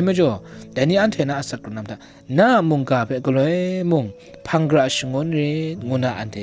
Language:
Kachin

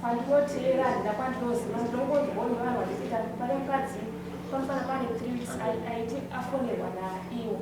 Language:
Shona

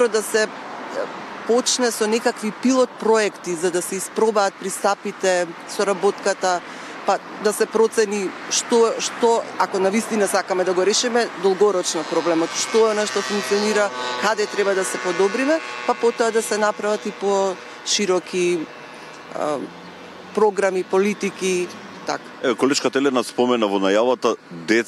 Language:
Macedonian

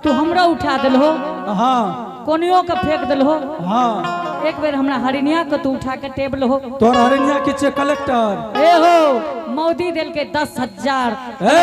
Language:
Angika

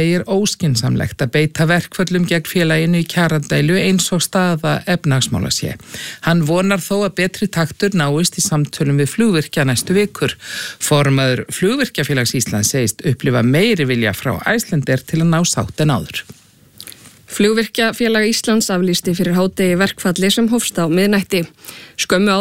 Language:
Icelandic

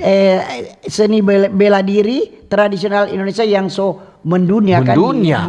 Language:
Manado Malay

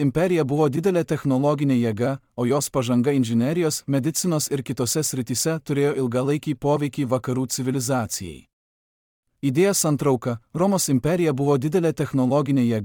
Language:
Lithuanian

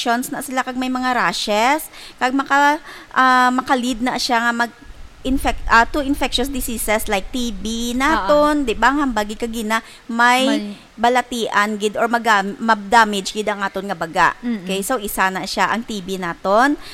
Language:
Hiligaynon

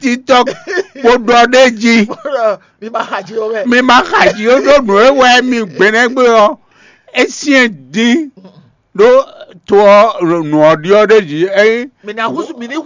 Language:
Fon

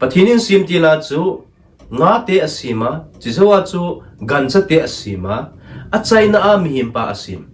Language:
Thado Chin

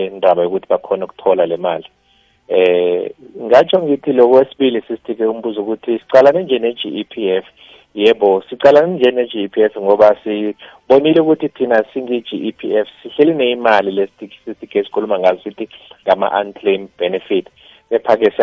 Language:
South Ndebele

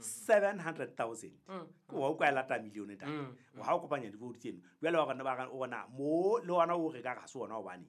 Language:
Southern Sotho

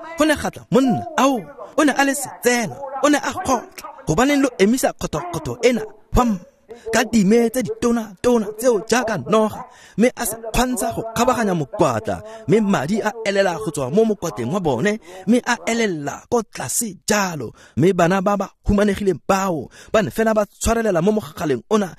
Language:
Tswana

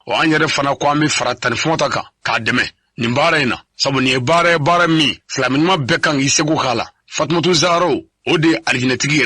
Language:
Bambara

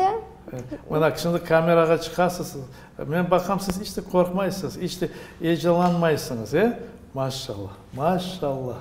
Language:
Crimean Tatar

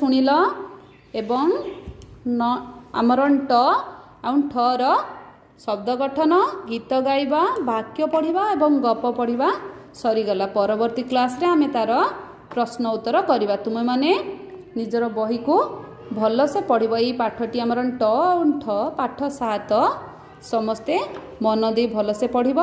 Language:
Odia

